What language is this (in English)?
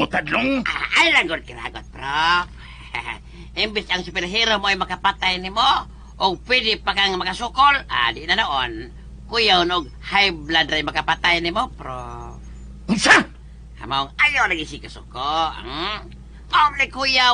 Cebuano